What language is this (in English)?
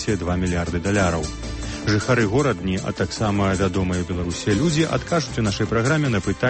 Belarusian